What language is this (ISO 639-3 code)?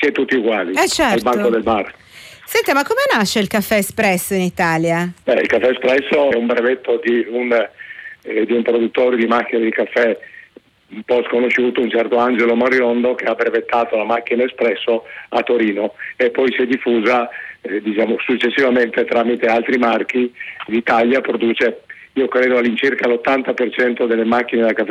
ita